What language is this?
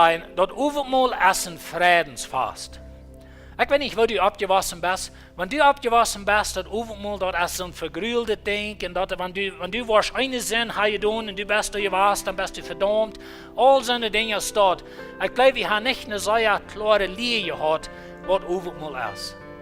Plautdietsch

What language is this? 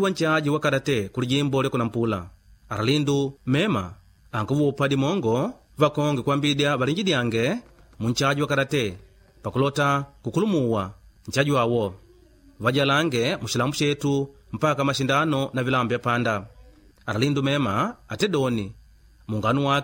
Makonde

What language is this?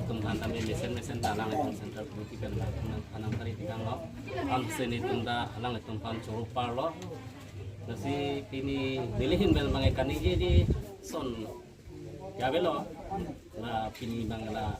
Karbi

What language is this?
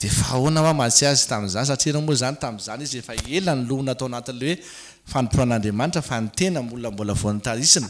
Malagasy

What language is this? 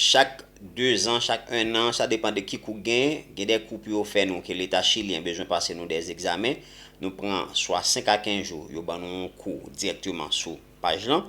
Haitian Creole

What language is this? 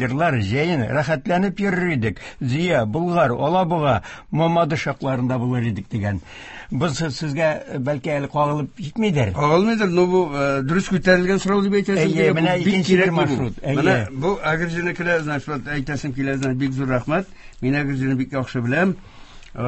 Tatar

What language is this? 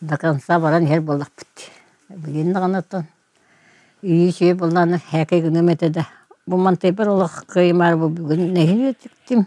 Yakut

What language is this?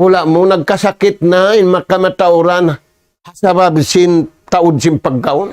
Tausug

